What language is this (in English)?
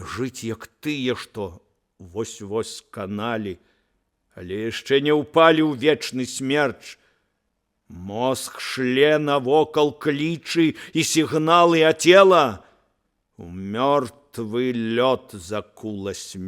Belarusian